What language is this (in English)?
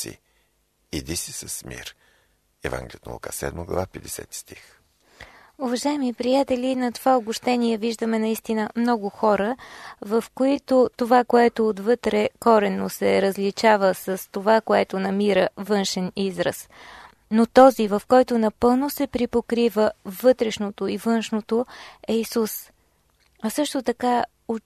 Bulgarian